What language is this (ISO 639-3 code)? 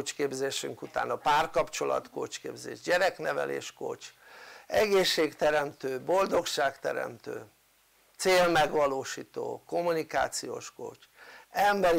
hun